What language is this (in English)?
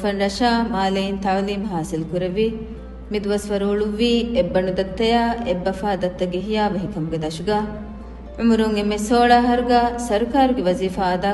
Divehi